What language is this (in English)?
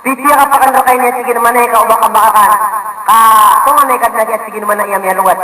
Maranao